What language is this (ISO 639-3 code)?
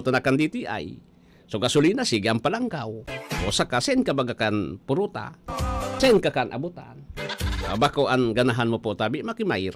bik